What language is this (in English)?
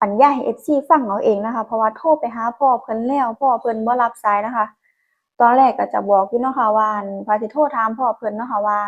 Northeastern Thai